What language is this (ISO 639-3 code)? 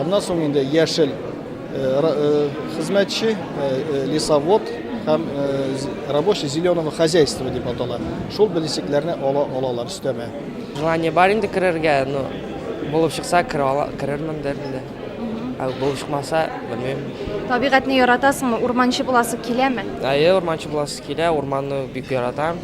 tat